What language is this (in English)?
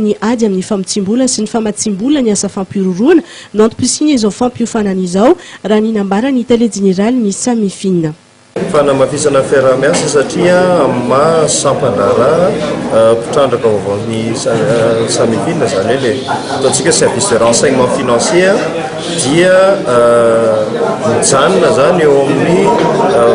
Malagasy